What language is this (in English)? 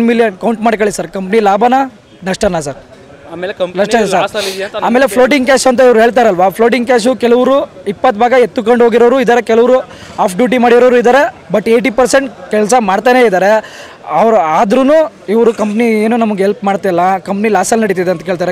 Kannada